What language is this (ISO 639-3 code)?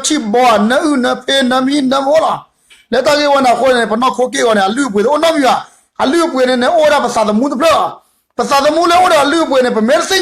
ksw